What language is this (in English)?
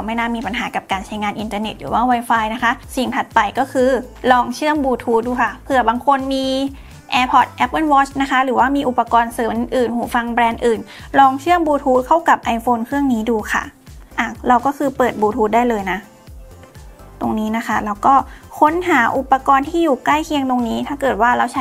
Thai